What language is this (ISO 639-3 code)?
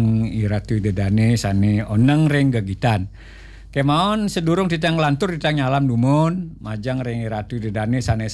ban